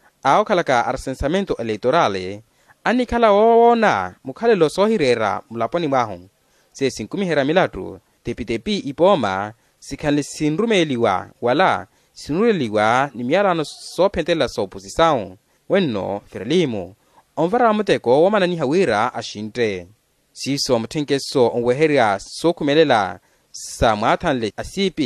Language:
Makhuwa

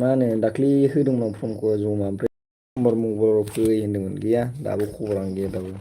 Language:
Bodo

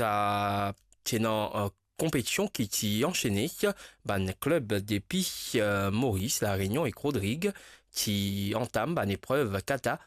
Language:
Morisyen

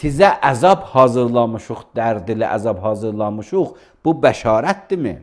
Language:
Azerbaijani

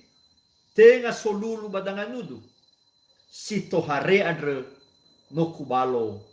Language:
Nias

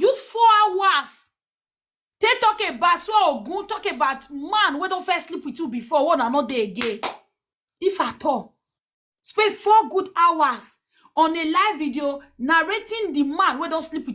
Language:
Nigerian Pidgin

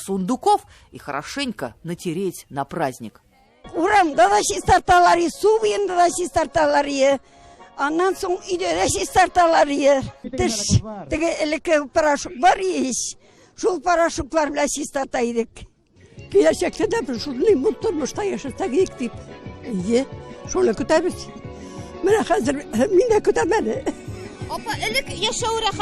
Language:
Tatar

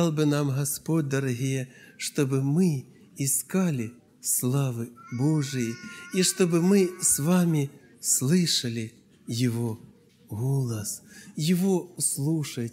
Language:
Russian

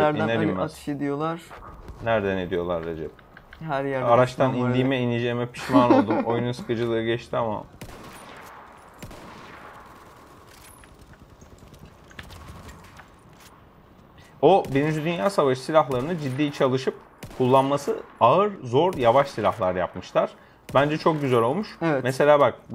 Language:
Turkish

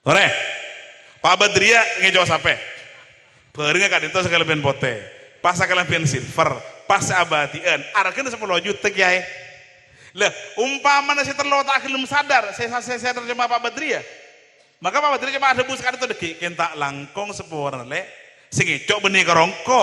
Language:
Madurese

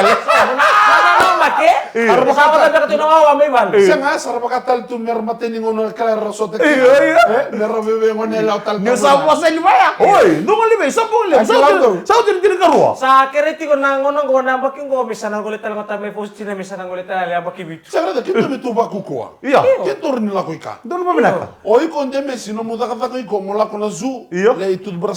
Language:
Fijian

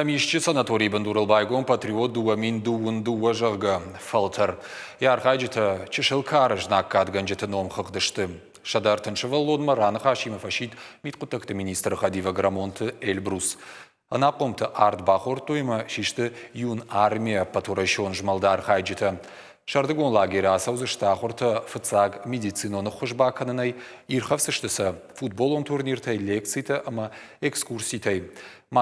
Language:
Ossetic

